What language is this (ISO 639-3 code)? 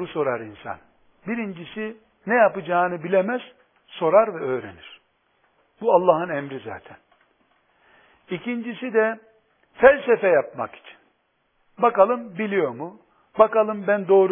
tur